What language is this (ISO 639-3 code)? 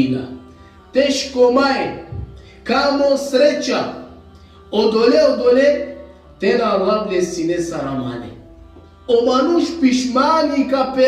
rmn